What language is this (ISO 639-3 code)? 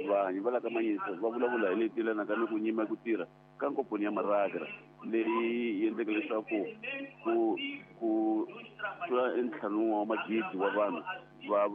tso